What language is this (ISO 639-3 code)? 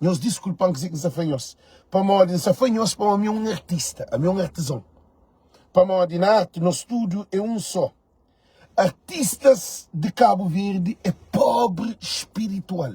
kea